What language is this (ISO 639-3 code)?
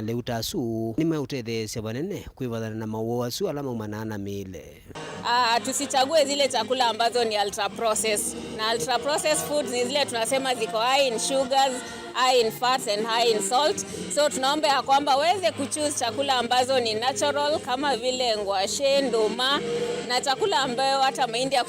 kam